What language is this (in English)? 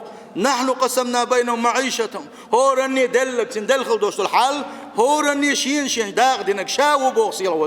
Chechen